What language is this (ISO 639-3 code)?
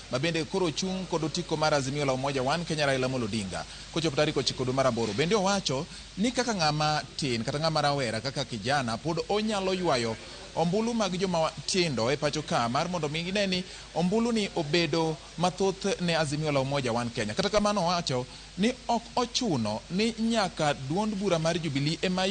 luo